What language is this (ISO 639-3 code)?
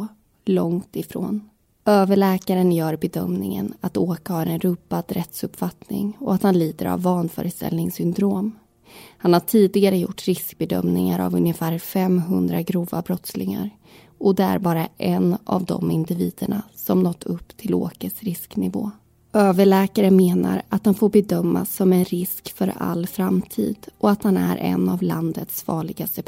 swe